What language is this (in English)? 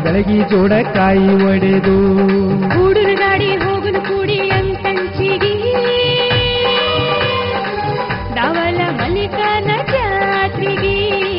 Kannada